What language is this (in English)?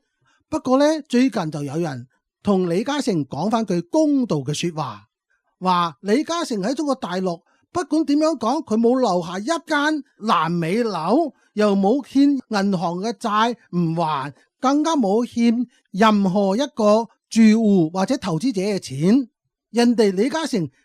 Cantonese